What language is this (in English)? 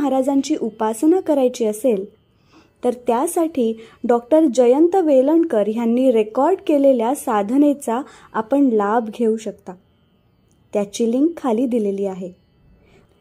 Marathi